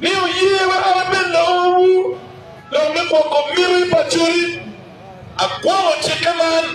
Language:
Acoli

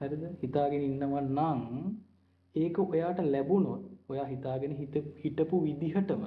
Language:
Sinhala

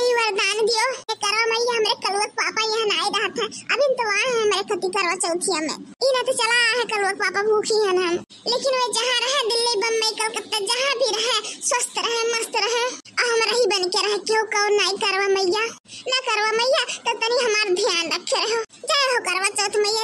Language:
Awadhi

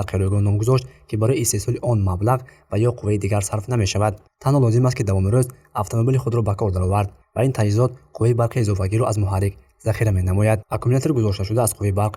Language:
Tajik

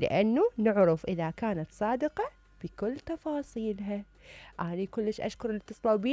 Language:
Mesopotamian Arabic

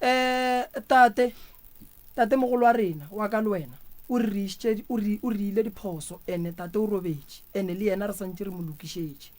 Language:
Northern Sotho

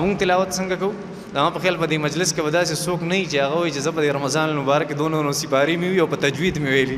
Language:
Pashto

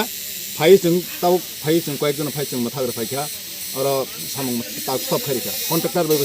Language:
Kok Borok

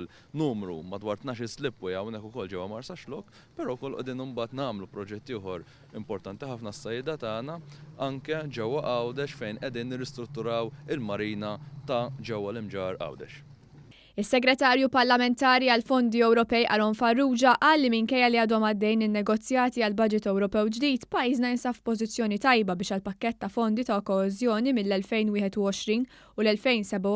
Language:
Maltese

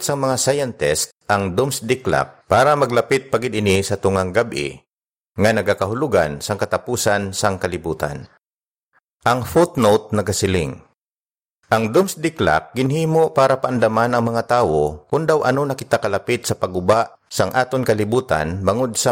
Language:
Hiligaynon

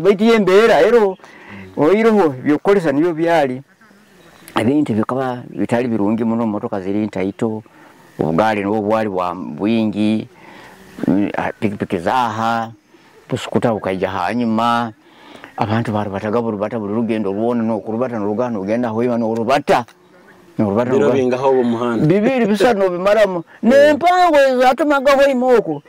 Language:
Nyoro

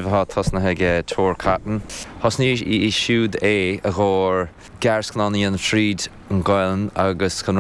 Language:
Irish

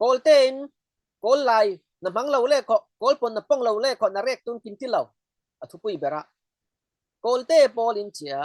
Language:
Falam Chin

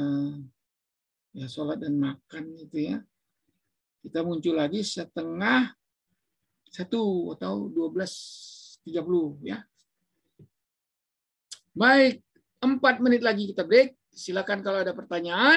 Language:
Indonesian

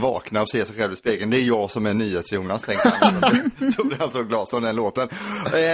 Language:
Swedish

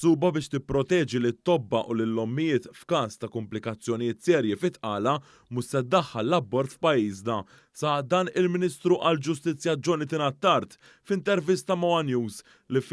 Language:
Maltese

